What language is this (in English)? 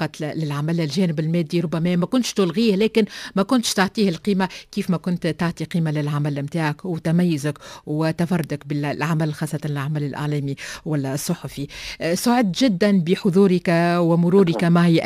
Tunisian Arabic